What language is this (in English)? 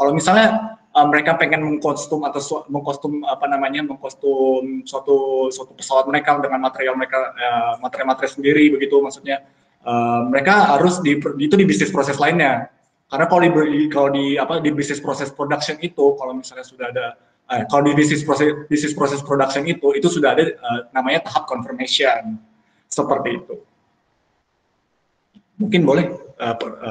Indonesian